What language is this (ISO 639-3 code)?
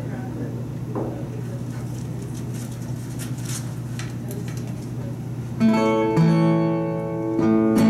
eng